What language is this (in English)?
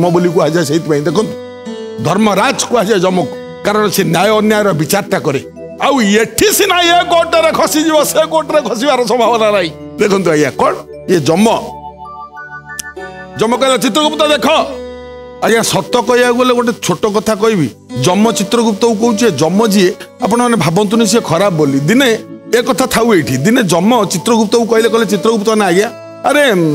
Odia